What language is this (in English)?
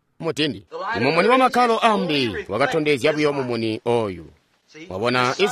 Tonga (Zambia)